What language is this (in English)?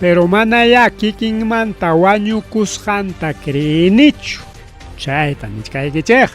Ayacucho Quechua